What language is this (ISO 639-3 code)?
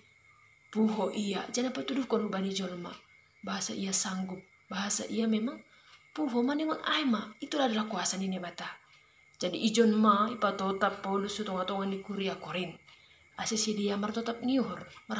bts